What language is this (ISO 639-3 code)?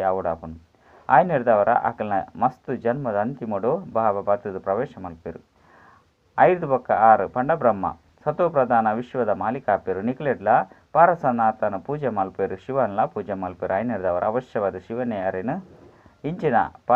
tcy